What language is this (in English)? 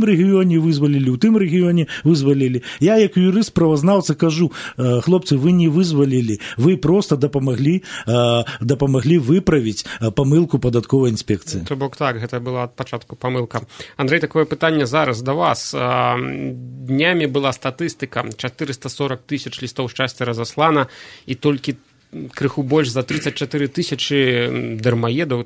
Belarusian